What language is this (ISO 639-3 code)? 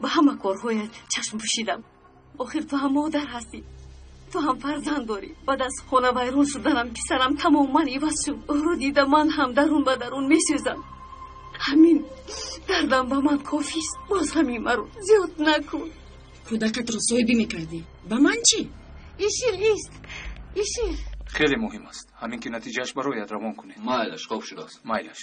tgk